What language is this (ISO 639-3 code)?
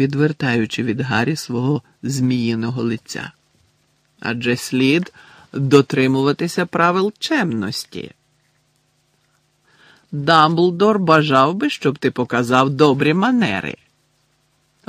ukr